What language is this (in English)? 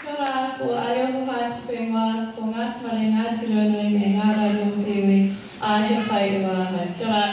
Māori